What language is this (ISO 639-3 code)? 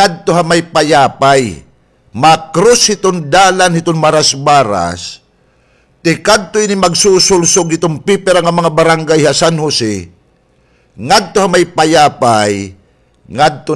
war